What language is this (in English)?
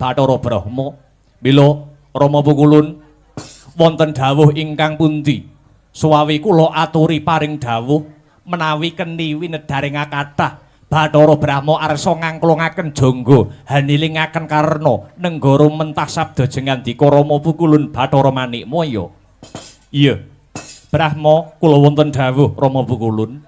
Javanese